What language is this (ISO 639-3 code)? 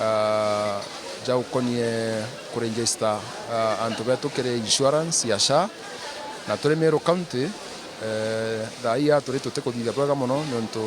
mer